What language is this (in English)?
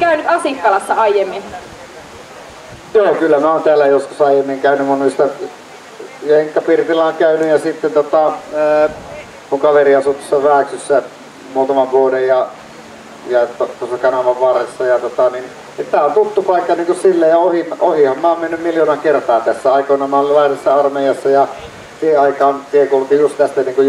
Finnish